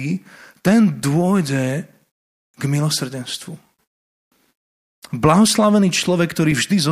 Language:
Slovak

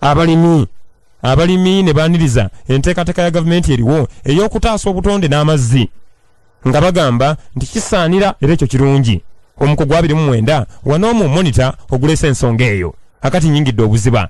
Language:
Ganda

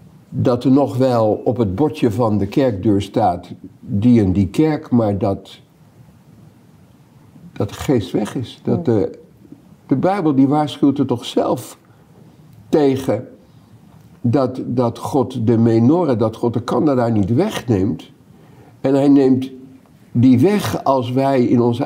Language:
Dutch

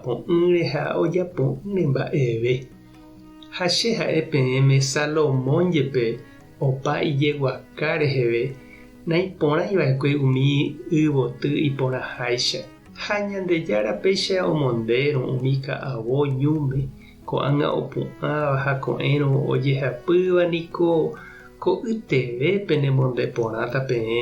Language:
Guarani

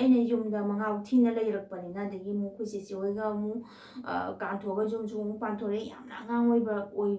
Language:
Manipuri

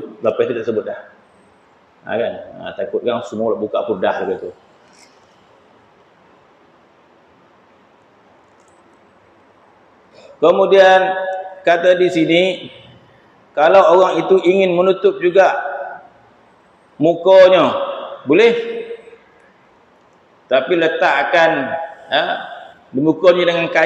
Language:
Malay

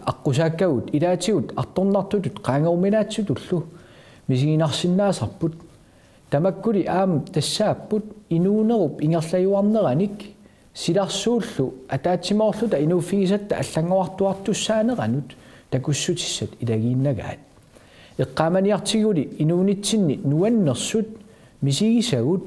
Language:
Kalaallisut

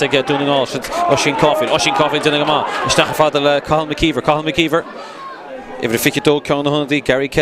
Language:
Irish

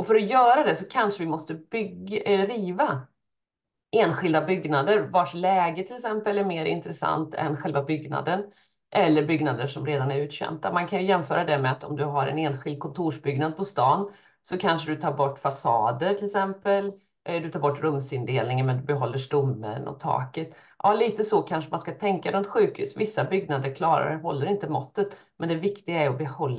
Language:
Swedish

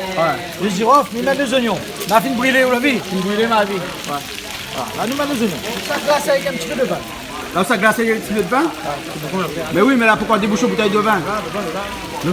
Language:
Réunion Creole French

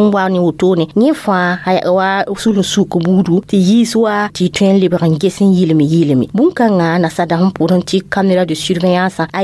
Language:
Mossi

